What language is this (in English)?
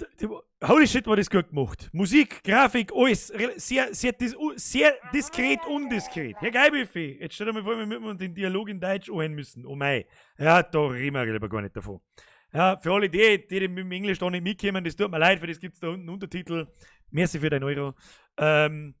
Bavarian